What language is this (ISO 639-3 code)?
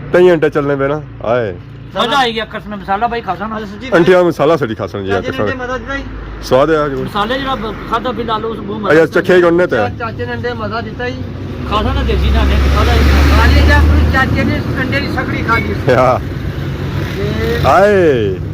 phr